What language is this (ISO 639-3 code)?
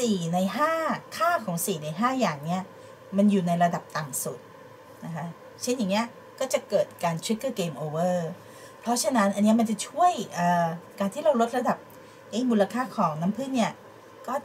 tha